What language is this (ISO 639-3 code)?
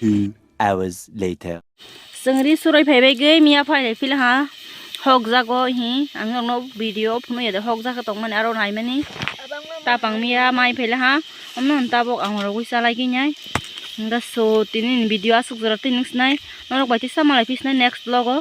trp